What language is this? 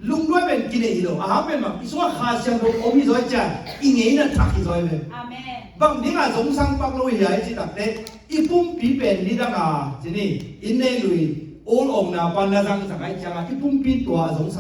Tedim Chin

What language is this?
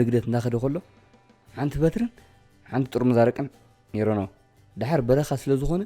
Tigrinya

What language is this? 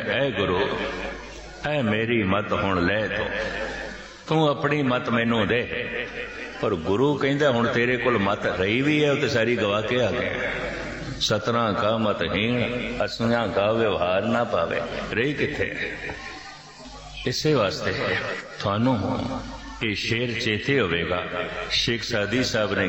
Punjabi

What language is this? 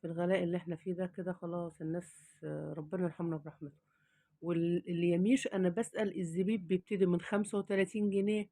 Egyptian Arabic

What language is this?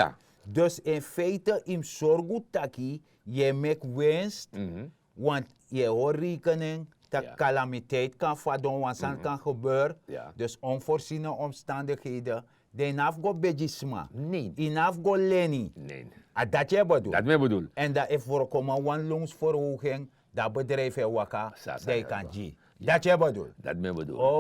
Sranan Tongo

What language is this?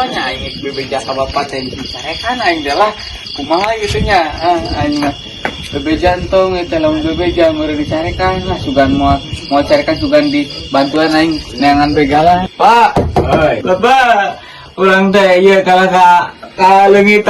Sundanese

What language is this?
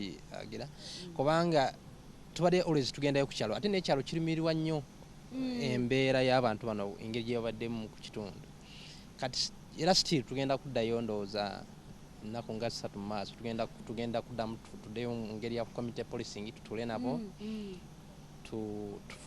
Ganda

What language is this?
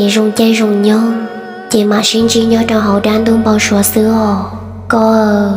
Hmong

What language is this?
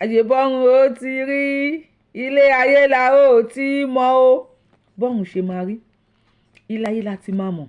Yoruba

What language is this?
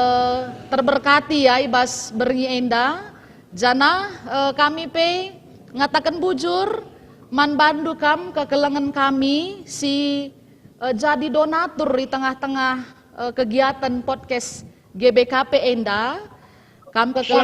Batak Karo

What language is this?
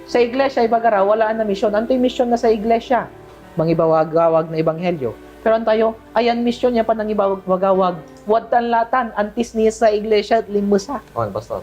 Pangasinan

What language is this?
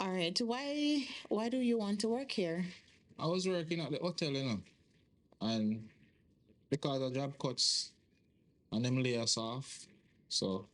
Jamaican Creole English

